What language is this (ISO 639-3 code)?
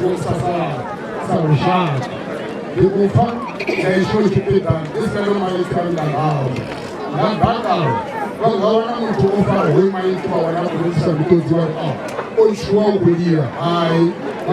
ven